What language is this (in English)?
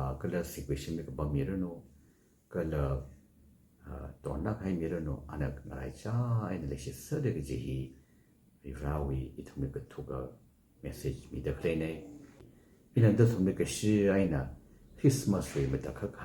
Tangkhul Naga (India)